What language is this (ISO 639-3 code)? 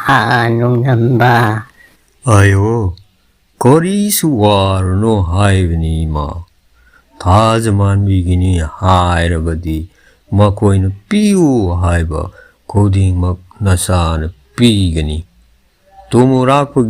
mni